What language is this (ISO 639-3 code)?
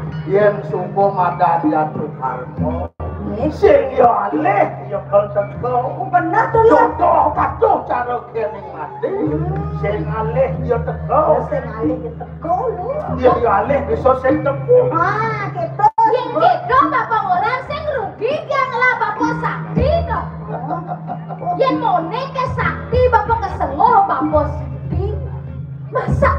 ban